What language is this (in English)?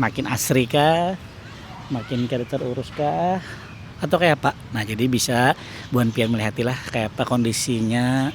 Banjar